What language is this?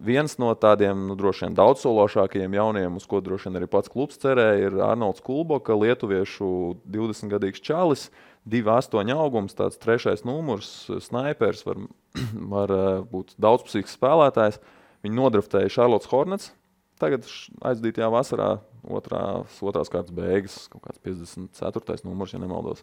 Latvian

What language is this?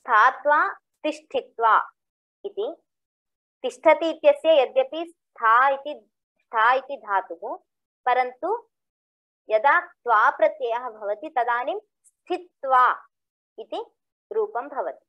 Sanskrit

